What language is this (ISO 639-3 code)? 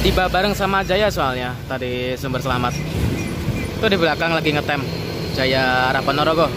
ind